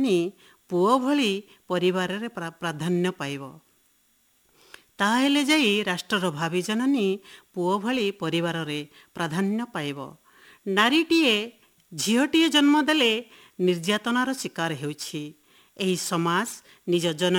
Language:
Odia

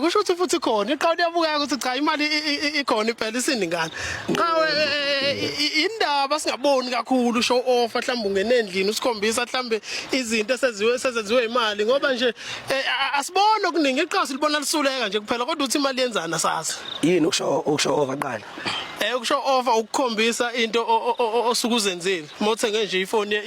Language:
Zulu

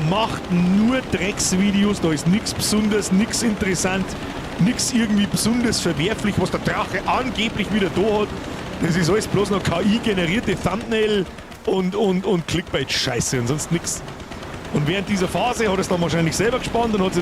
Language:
Bavarian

